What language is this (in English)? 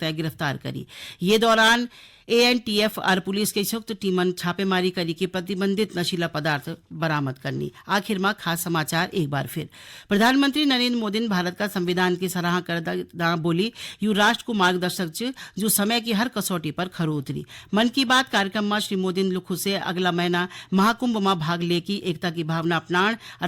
Garhwali